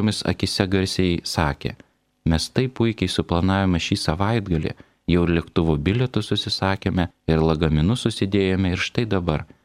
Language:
Lithuanian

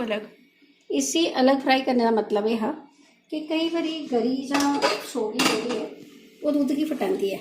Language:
Dogri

